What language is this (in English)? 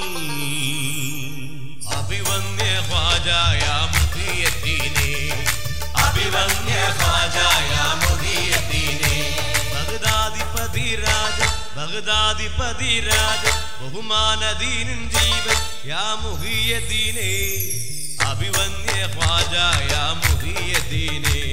Malayalam